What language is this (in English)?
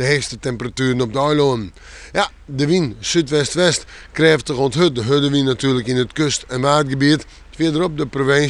Western Frisian